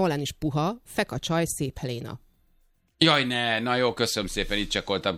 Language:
Hungarian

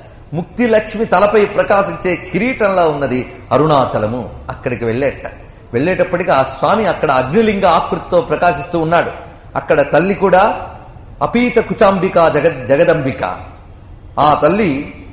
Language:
Telugu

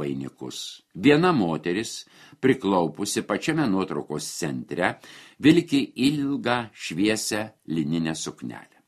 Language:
Lithuanian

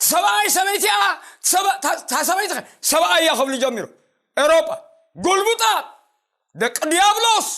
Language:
Tigrinya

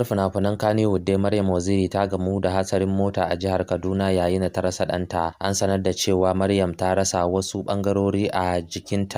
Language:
Hausa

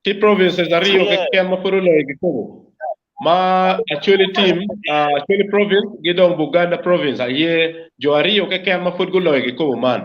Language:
Acoli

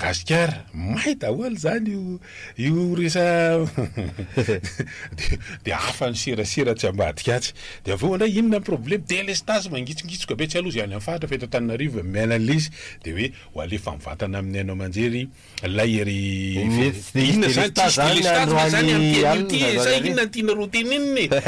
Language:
Malagasy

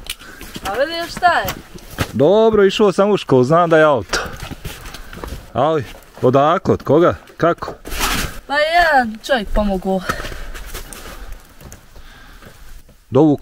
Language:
Bosnian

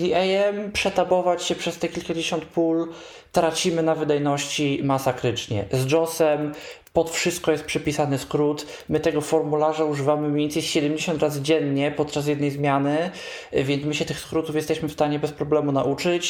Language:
Polish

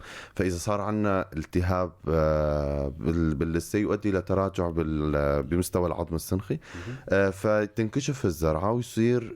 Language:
North Levantine Arabic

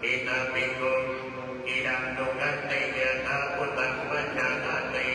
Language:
Pali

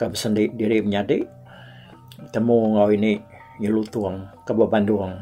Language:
Iban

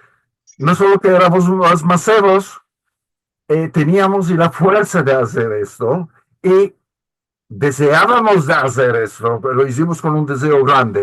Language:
Ladino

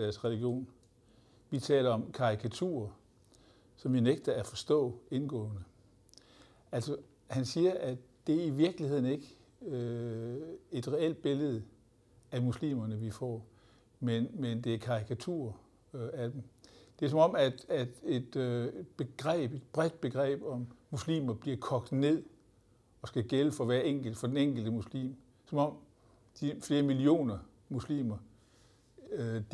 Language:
Danish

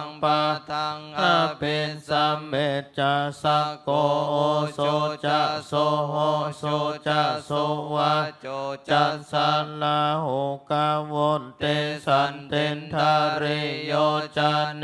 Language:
Pali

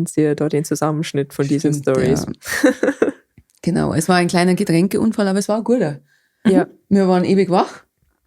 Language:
Bavarian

